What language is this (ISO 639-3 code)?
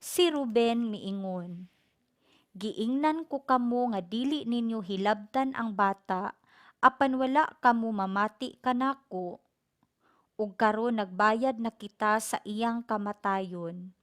ceb